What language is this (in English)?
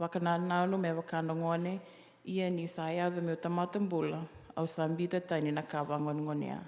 Fijian